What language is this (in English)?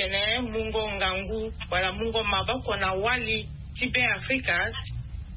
Sango